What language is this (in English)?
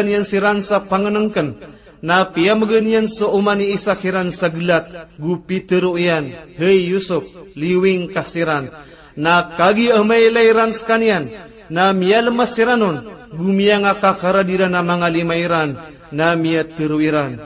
Maranao